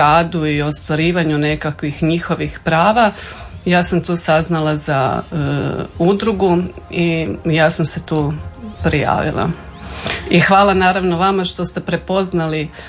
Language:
Croatian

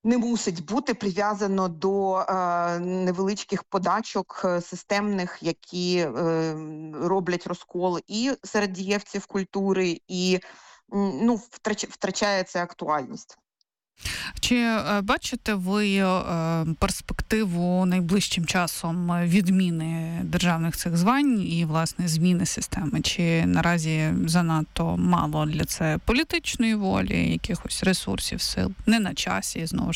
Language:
Ukrainian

